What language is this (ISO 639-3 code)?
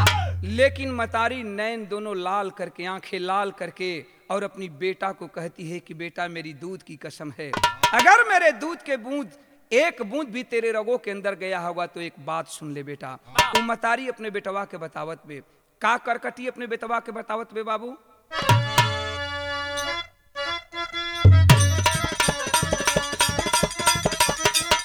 bho